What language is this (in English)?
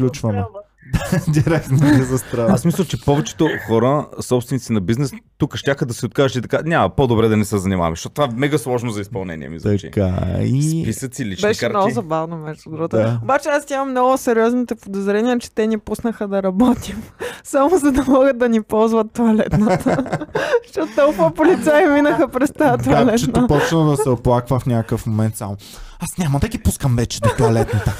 Bulgarian